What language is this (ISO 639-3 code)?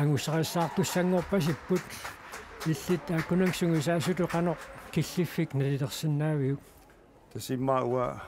kal